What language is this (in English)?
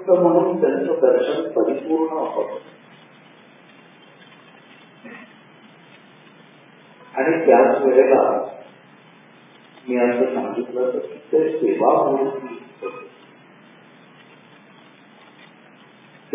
Marathi